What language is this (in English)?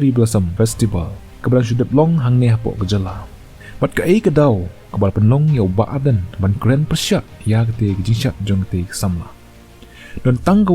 Khasi